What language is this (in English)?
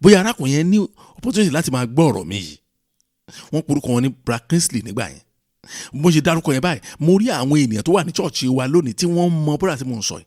Yoruba